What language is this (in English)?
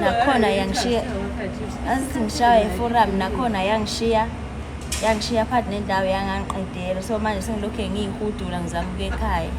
Zulu